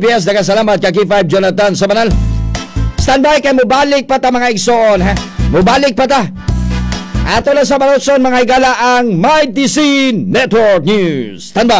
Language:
Cebuano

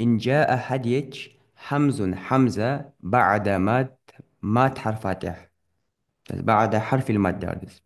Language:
Ingush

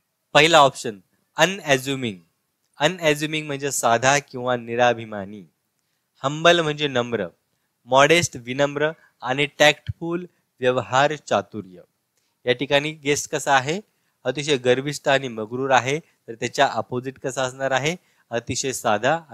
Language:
Marathi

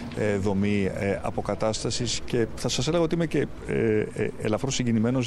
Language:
Greek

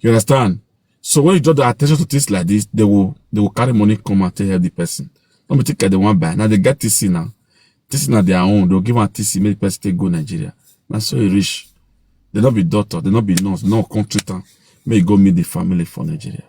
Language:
Nigerian Pidgin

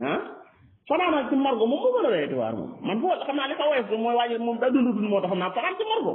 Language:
Wolof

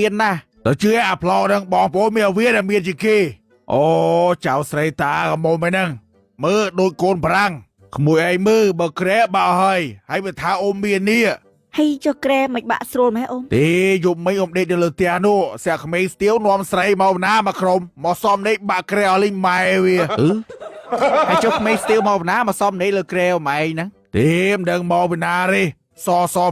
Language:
Khmer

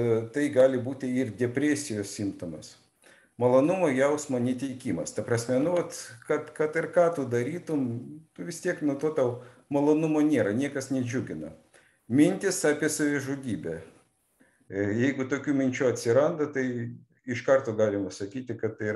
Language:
Lithuanian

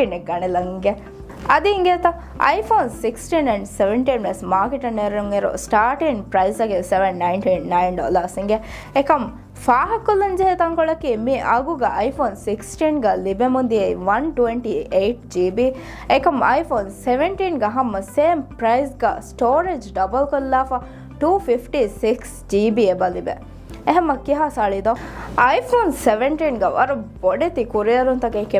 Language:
Divehi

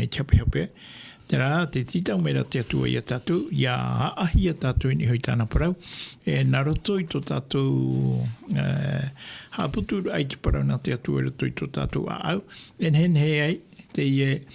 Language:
Tahitian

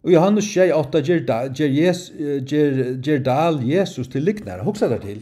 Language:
Faroese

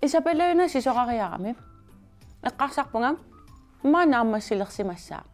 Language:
Kalaallisut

